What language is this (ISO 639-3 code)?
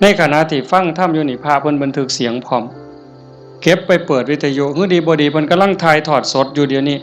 tts